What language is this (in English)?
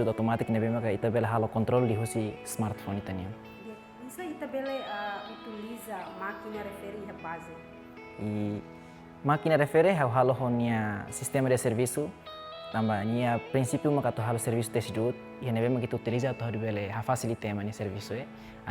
Tetum